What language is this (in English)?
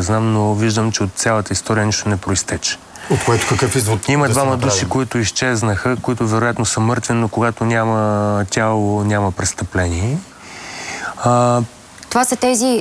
Bulgarian